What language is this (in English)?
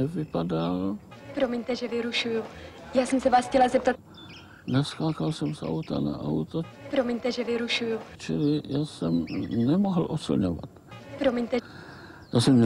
Czech